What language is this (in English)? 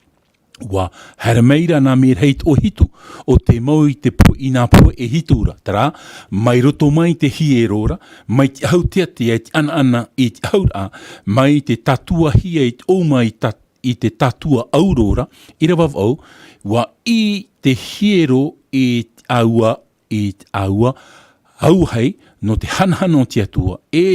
Tahitian